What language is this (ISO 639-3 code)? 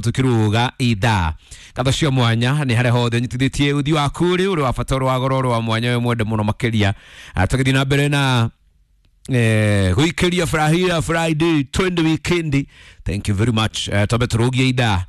kik